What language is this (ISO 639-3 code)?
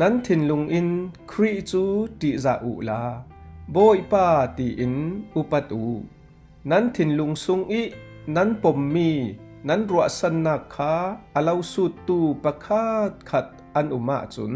cfm